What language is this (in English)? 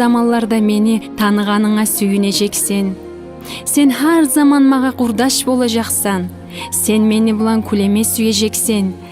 Kumyk